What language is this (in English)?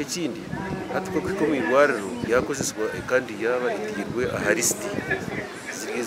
Nyankole